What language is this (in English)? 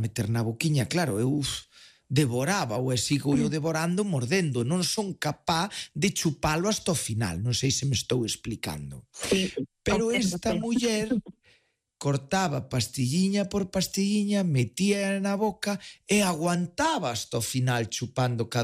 Galician